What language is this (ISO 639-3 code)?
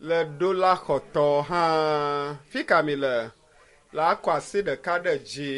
ewe